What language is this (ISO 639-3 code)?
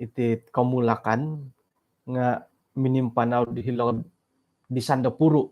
dtp